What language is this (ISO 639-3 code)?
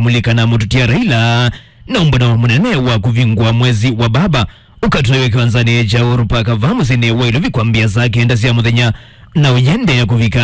kam